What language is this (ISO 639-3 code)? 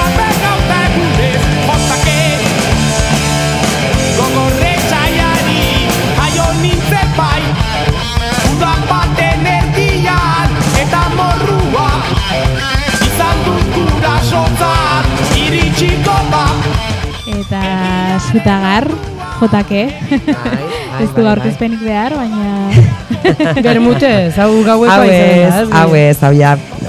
eus